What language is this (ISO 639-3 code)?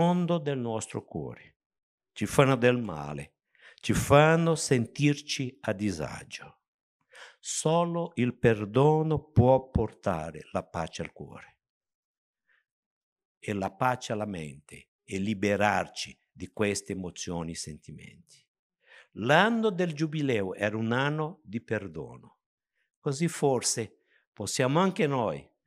ita